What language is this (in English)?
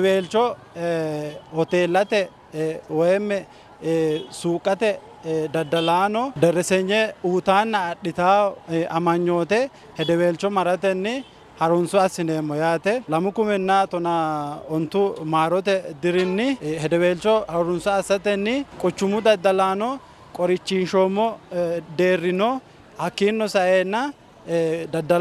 Sidamo